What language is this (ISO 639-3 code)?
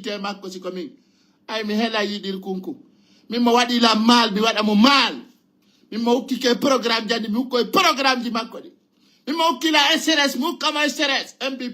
ful